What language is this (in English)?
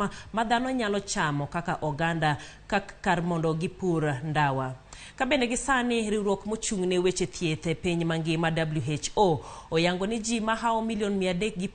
Luo (Kenya and Tanzania)